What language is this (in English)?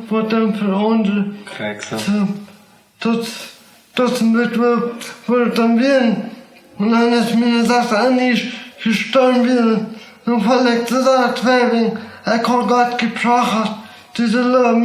Plautdietsch